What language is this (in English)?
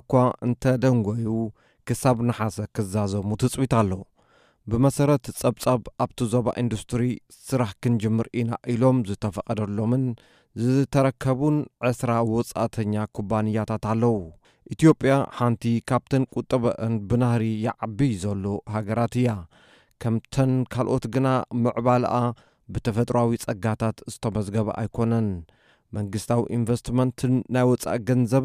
Tigrinya